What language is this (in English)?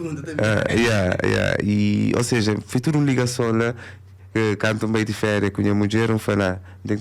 Kabuverdianu